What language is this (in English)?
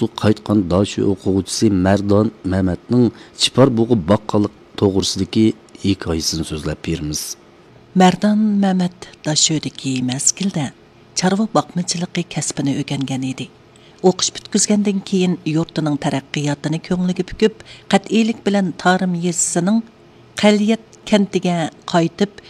Uyghur